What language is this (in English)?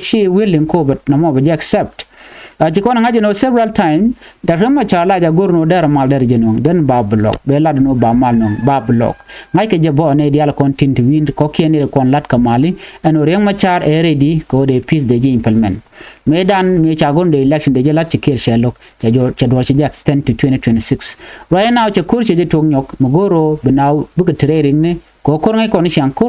Nuer